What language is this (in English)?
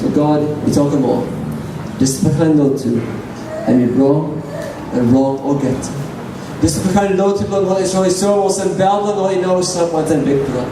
Tok Pisin